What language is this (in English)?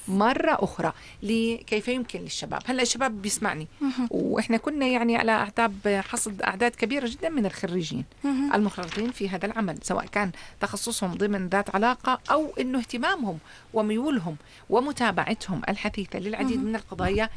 North Levantine Arabic